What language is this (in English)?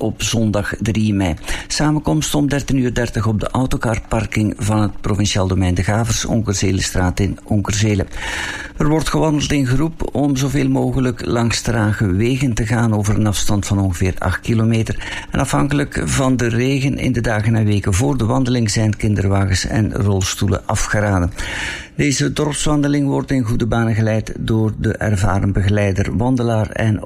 Dutch